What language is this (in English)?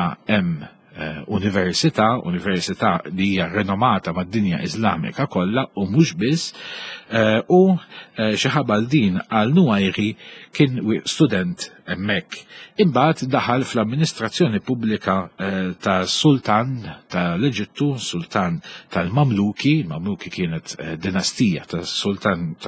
Maltese